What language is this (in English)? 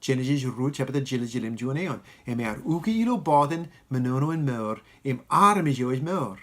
Marshallese